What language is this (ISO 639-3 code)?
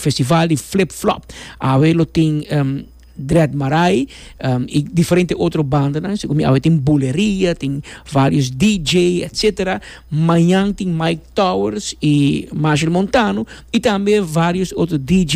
pap